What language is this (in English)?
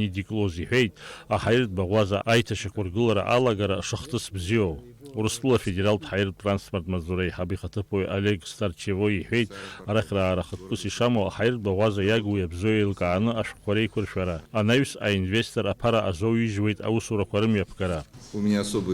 Abkhazian